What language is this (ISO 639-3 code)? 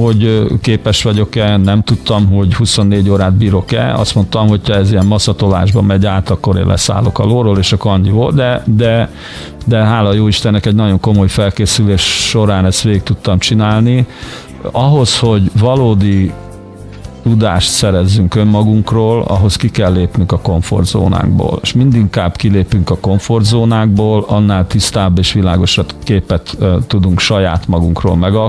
hun